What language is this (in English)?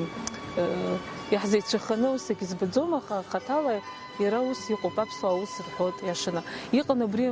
Abkhazian